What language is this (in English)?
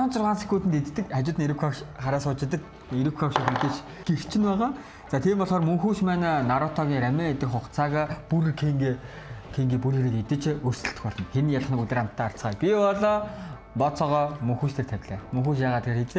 Mongolian